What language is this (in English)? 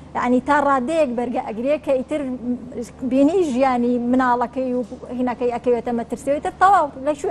Central Kurdish